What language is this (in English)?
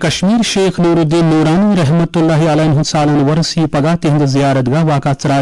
Kashmiri